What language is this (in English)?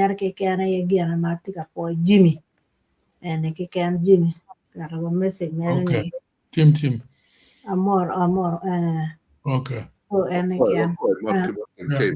Acoli